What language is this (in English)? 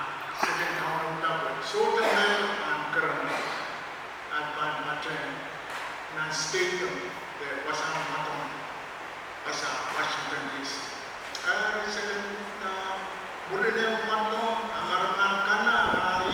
Pohnpeian